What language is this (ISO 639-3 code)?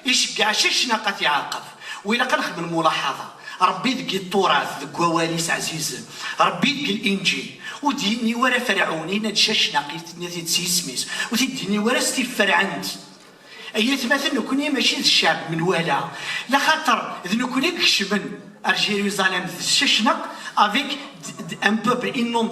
kab